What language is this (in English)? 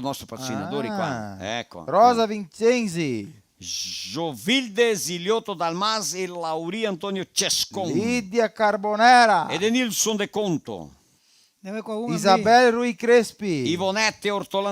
Venetian